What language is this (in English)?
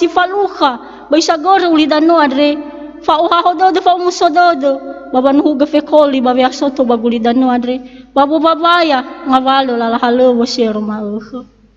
Nias